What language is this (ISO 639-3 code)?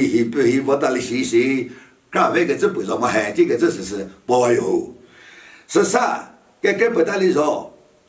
nri